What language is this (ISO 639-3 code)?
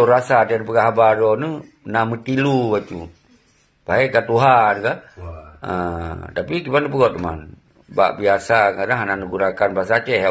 ace